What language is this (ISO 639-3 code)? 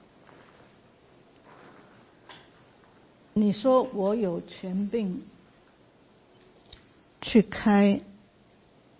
zho